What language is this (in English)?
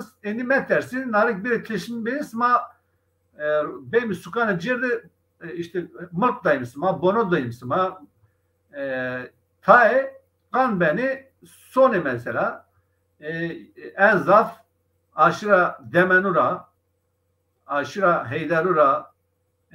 Zaza